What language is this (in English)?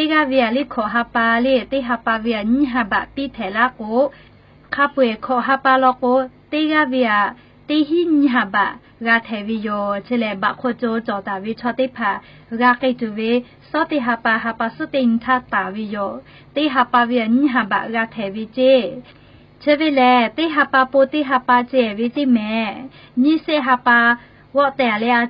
Lahu